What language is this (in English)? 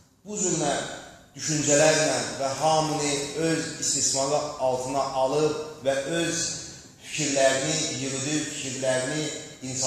Azerbaijani